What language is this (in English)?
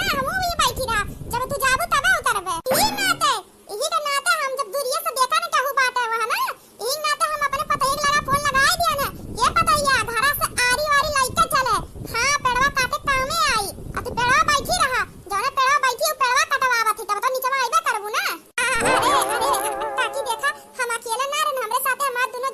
Awadhi